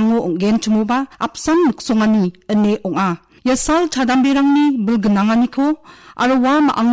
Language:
Garo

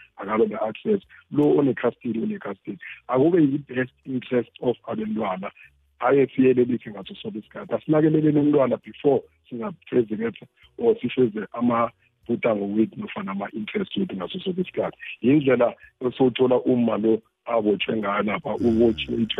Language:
South Ndebele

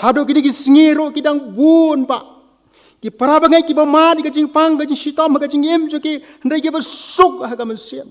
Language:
Khasi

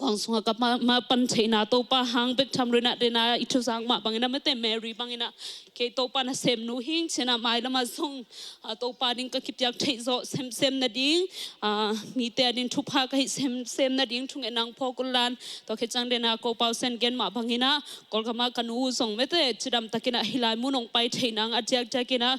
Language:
Tedim Chin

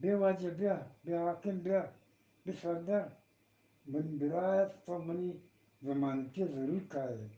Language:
Eastern Balochi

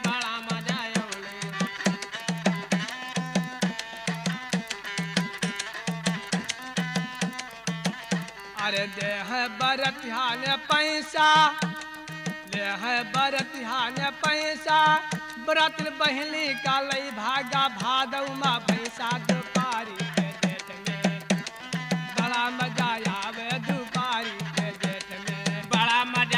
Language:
Bhojpuri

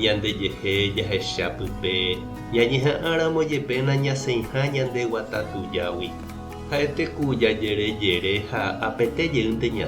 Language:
Guarani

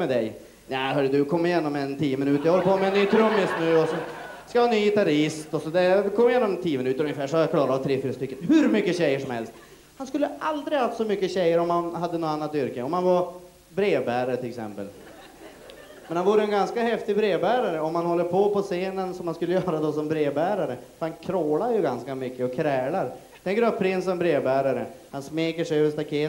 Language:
Swedish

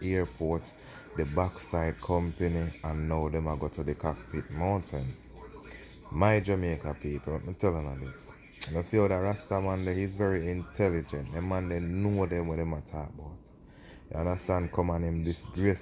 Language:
Jamaican Creole English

